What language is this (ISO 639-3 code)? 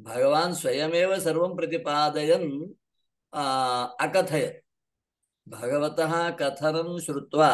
san